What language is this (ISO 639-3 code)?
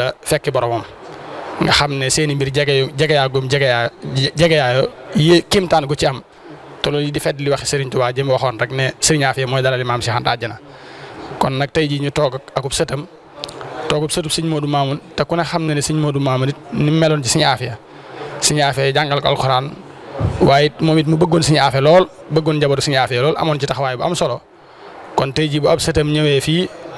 wol